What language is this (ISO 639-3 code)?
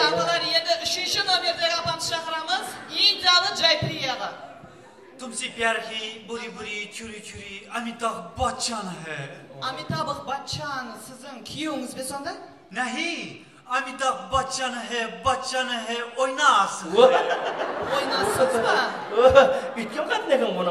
kaa